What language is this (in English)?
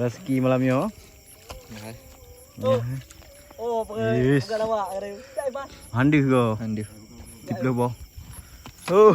Achinese